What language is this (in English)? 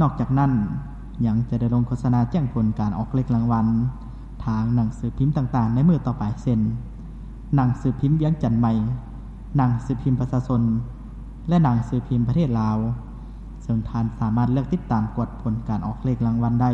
Lao